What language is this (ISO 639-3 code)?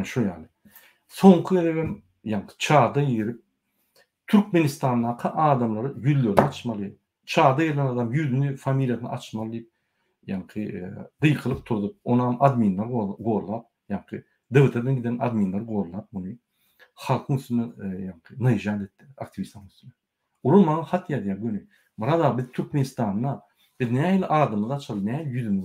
tuk